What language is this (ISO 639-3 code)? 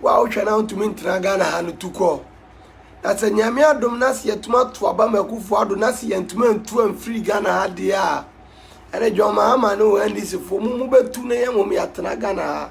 aka